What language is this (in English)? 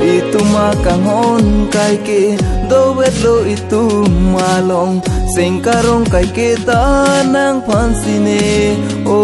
Karbi